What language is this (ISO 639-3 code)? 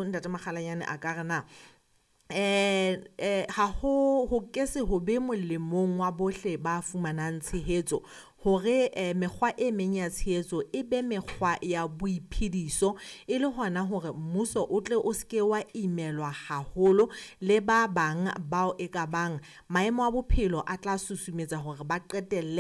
sot